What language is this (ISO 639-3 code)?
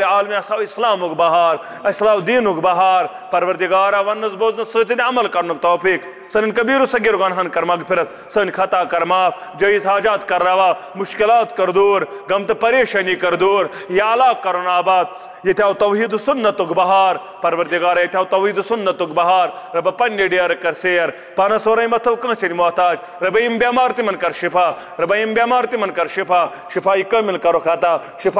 kas